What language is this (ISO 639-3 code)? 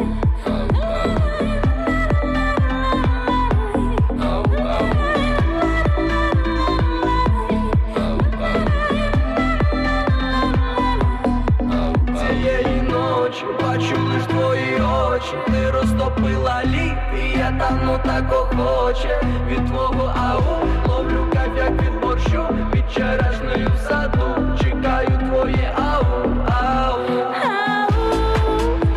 ukr